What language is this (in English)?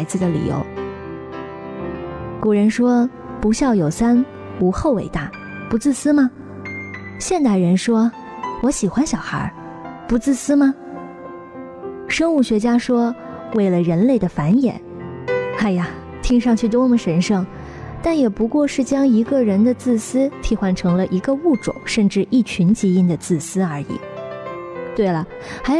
Chinese